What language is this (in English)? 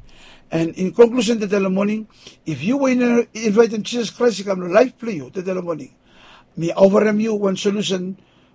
Bislama